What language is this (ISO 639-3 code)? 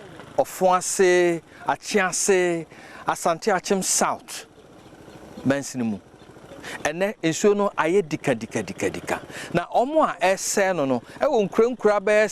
aka